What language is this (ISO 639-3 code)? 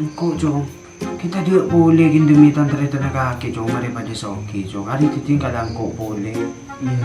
mad